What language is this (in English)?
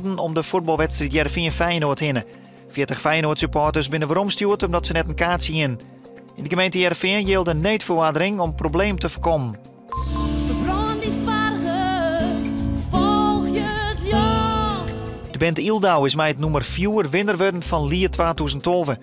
Western Frisian